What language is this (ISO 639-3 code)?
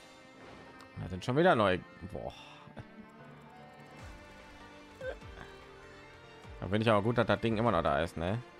deu